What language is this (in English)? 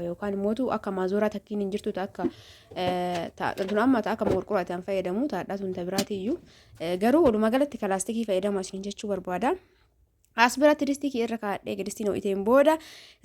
Oromo